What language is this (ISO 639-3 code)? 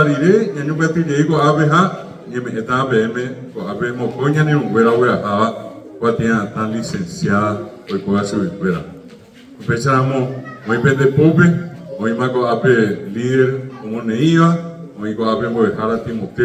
grn